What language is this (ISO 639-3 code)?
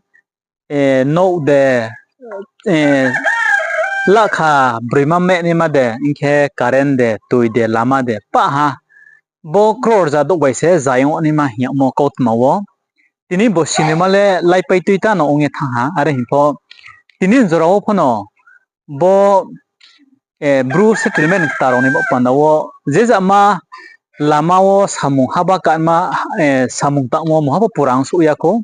ria